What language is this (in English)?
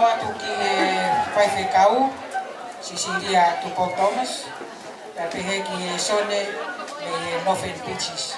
Tongan